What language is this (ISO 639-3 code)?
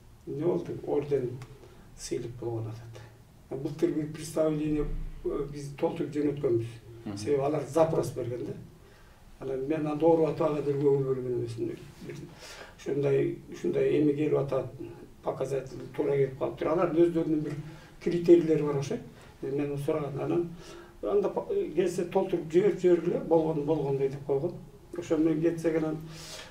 kir